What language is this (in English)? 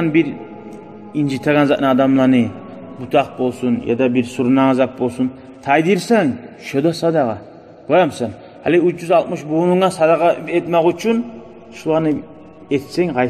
Kumyk